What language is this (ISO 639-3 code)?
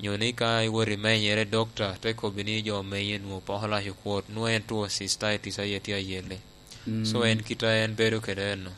laj